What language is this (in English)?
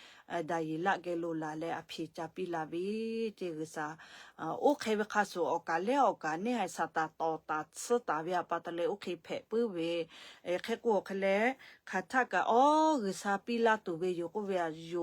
Lahu